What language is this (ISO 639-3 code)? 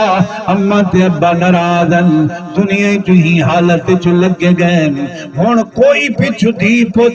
skr